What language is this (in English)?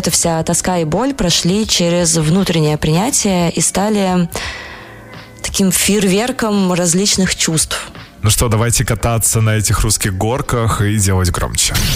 Russian